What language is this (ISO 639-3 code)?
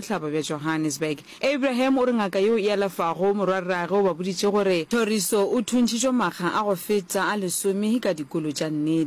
nso